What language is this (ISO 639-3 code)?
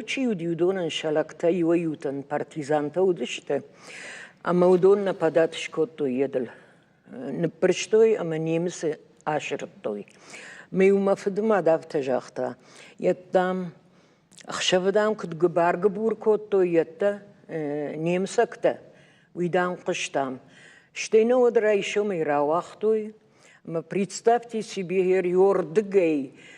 oss